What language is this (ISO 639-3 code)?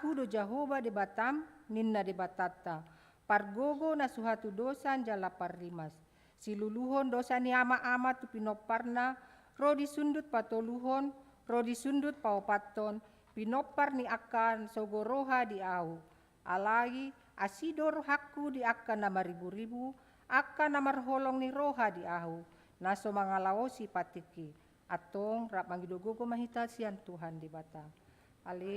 bbc